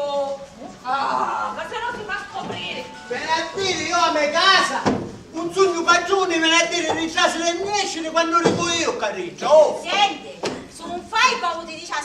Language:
Sicilian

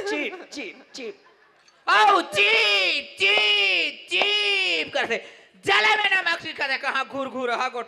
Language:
Chhattisgarhi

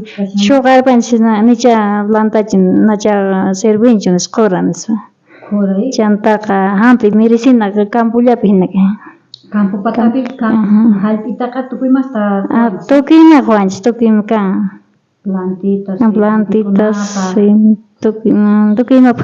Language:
South Bolivian Quechua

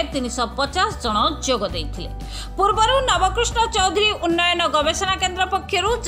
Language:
Odia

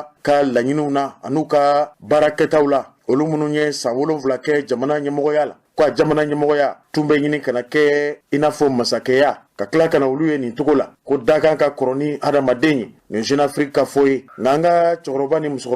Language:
Bambara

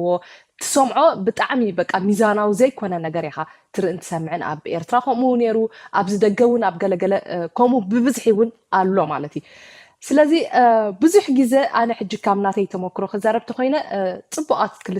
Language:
Tigrinya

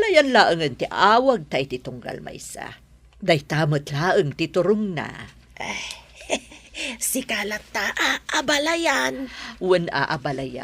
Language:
Iloko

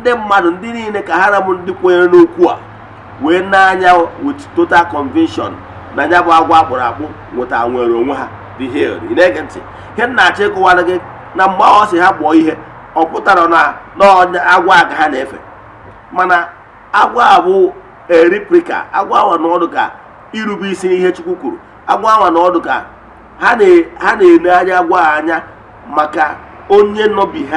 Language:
Igbo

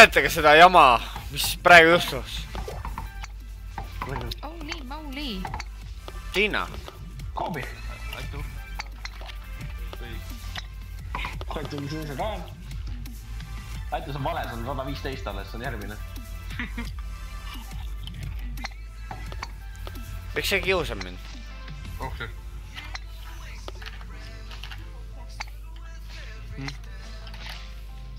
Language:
Estonian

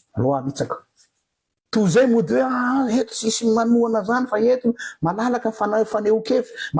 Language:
Malagasy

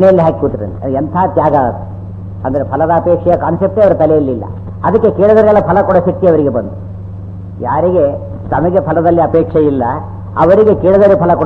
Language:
Kannada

